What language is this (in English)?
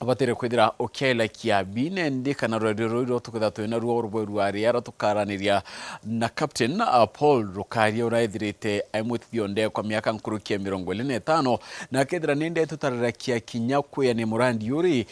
Meru